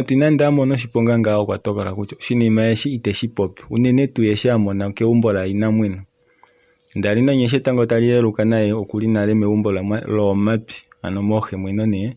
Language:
Kuanyama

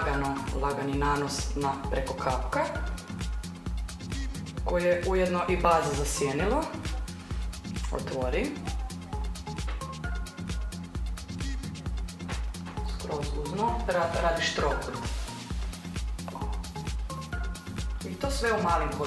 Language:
Croatian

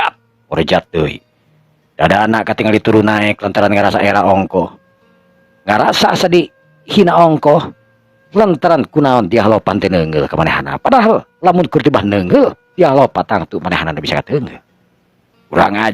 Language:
Sundanese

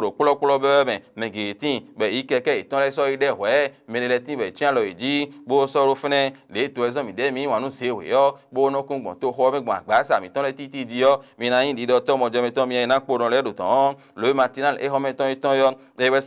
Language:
Fon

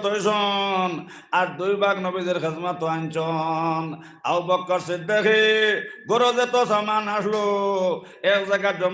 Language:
Sylheti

